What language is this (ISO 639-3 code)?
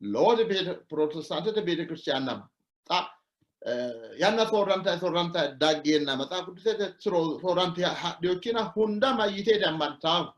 sid